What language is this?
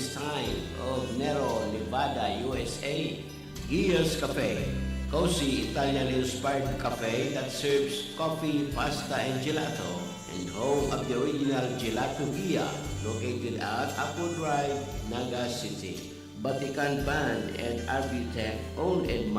Bikol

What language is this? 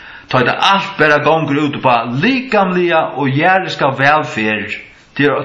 Faroese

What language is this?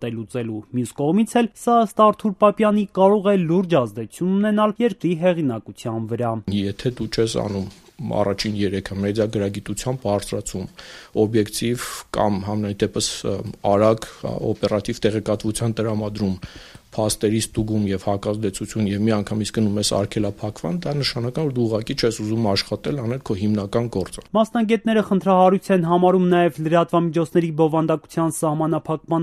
Armenian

